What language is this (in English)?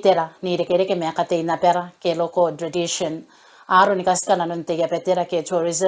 Gilbertese